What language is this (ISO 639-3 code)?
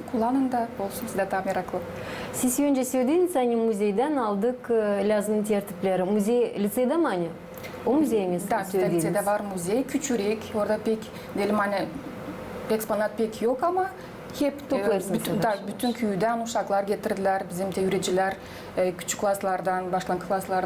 gag